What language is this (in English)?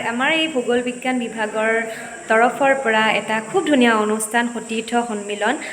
Assamese